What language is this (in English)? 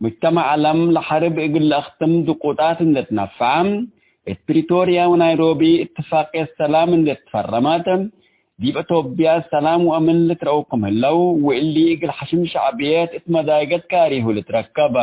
Tigre